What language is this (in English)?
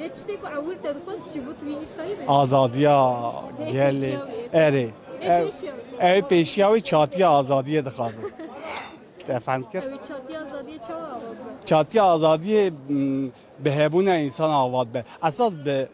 Kurdish